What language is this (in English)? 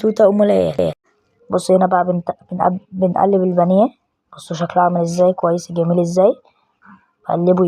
Egyptian Arabic